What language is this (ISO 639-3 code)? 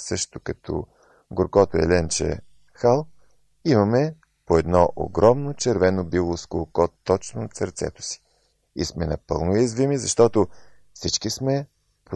bul